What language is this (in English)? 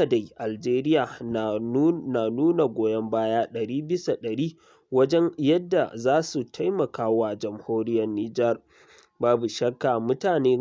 Hausa